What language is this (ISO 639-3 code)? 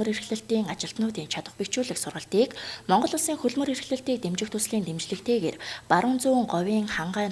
mon